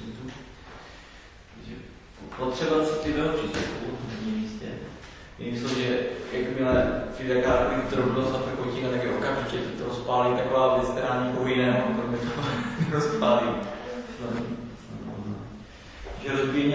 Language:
Czech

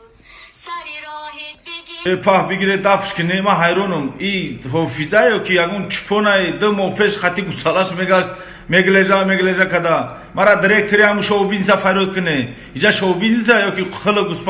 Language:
Tajik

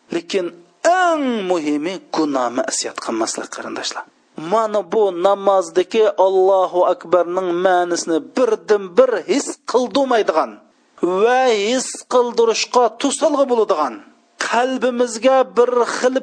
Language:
Uyghur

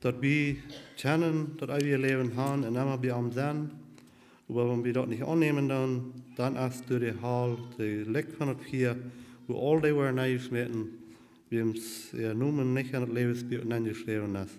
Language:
Plautdietsch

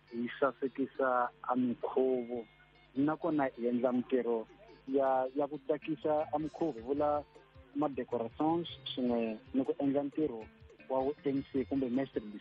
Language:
Tsonga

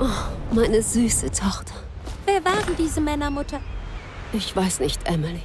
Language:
Bavarian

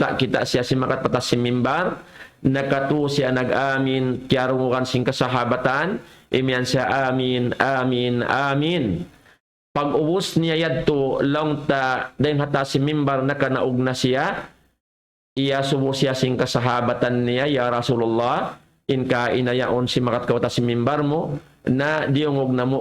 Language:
Tausug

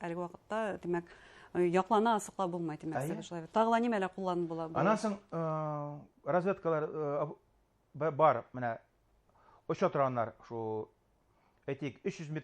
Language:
Bashkir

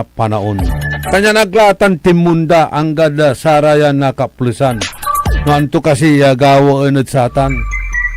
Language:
Pangasinan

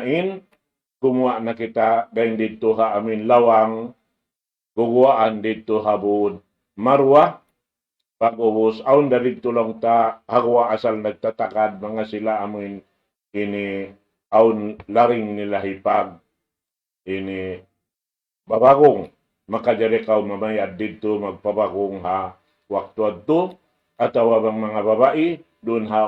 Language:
Tausug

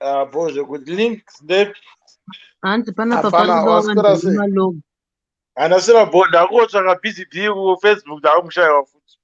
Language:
Shona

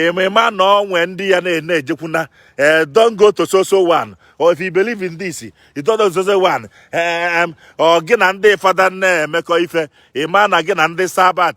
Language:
Igbo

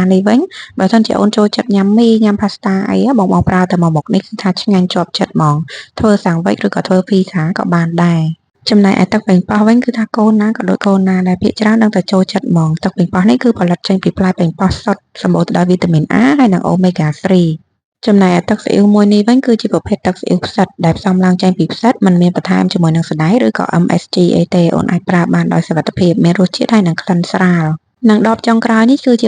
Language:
Khmer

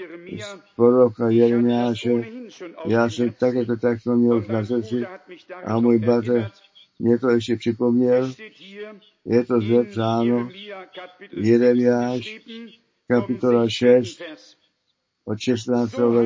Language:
Czech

